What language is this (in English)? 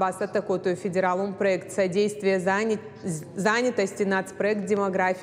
Ossetic